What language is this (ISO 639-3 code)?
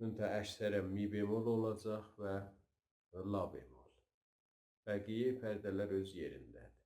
azb